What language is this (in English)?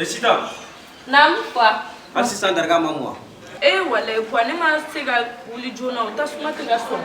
Bambara